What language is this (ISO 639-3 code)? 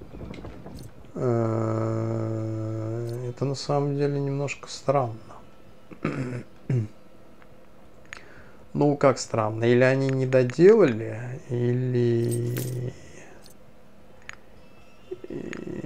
rus